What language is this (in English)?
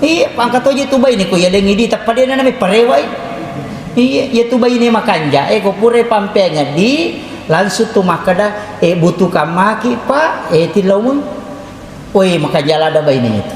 Buginese